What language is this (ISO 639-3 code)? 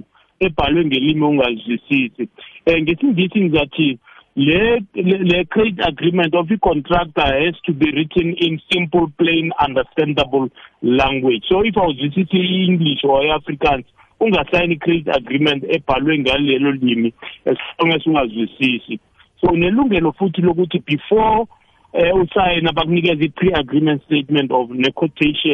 nbl